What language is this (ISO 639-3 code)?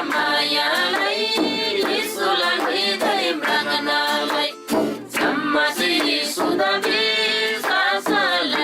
taj